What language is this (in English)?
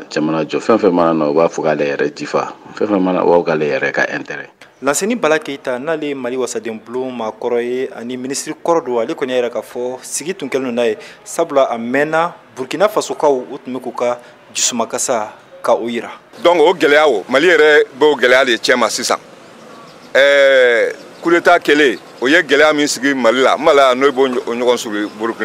Bambara